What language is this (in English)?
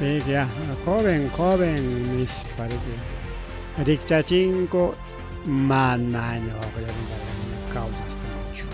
Ayacucho Quechua